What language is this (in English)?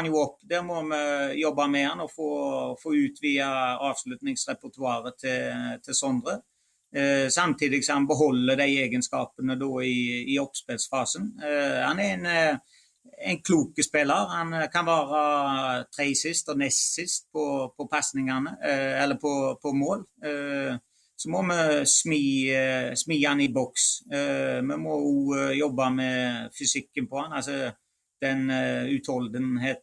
Norwegian